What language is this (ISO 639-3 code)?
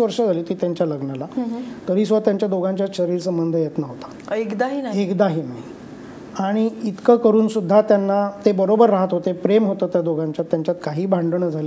mar